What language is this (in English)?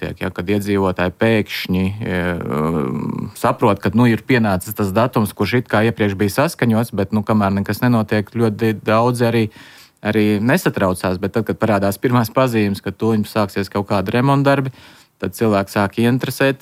Latvian